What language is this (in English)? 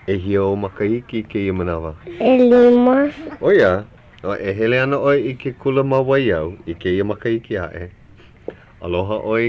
Hawaiian